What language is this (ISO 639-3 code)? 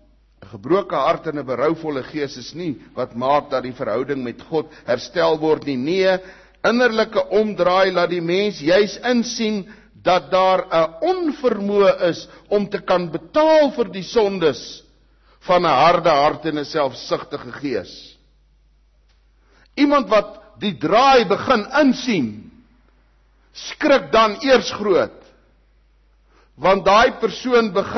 afr